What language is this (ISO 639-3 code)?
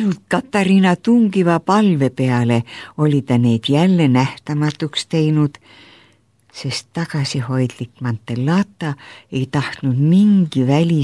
est